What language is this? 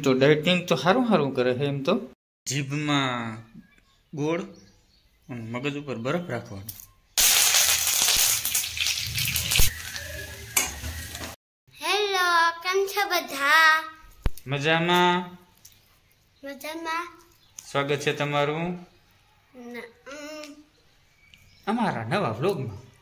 Gujarati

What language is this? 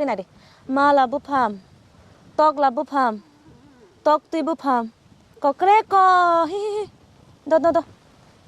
Kok Borok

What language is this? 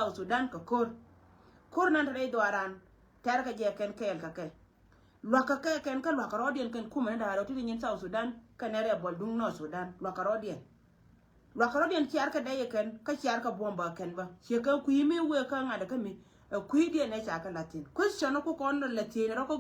Nuer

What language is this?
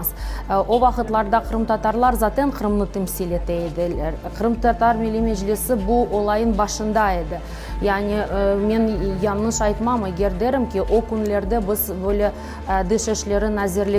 Crimean Tatar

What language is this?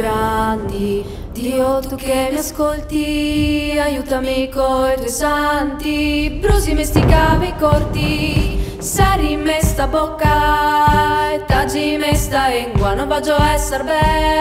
Italian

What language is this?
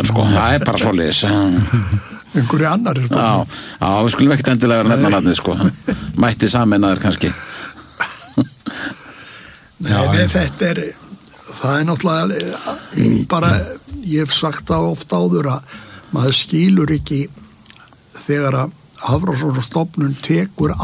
Icelandic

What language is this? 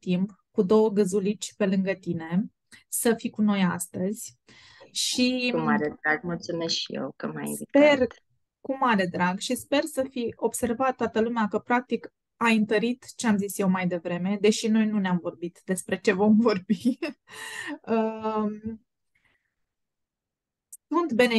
Romanian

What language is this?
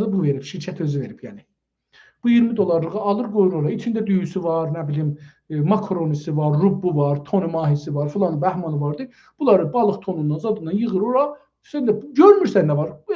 South Azerbaijani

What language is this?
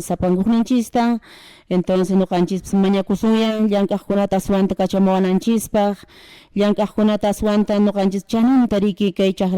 Quechua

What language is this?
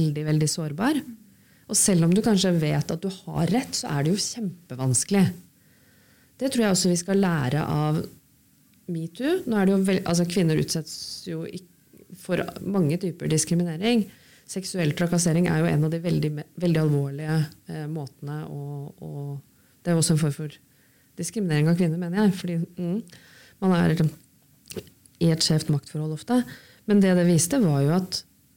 Norwegian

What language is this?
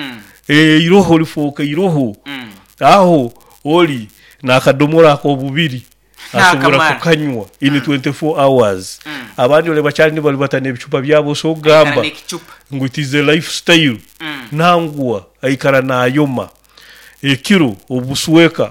Nyoro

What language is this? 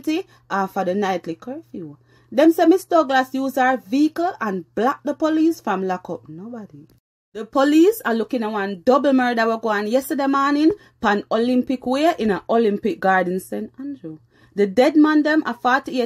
Jamaican Creole English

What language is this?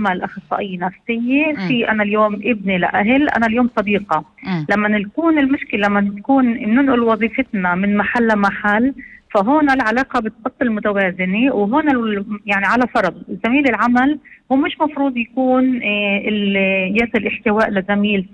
North Levantine Arabic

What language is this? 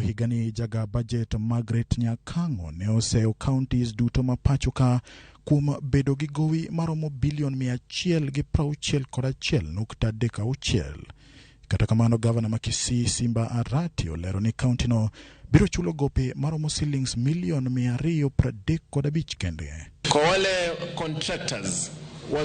Luo (Kenya and Tanzania)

